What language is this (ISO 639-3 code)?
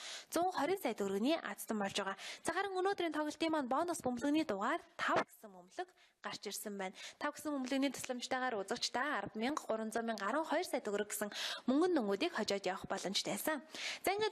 mon